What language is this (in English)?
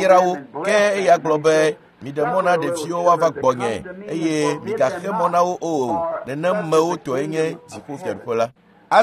Ewe